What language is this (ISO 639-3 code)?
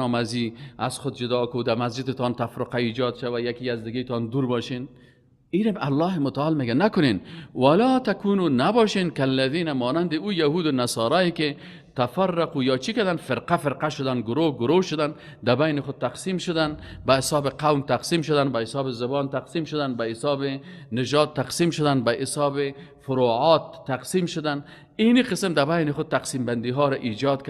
fas